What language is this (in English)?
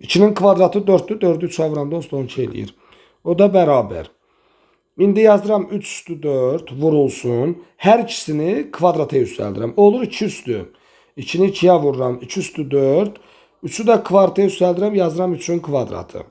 Azerbaijani